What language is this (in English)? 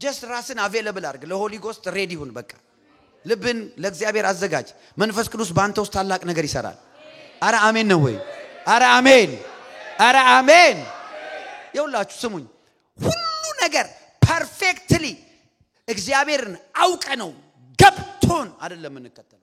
Amharic